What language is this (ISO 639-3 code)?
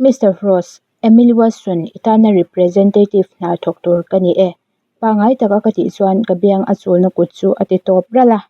lus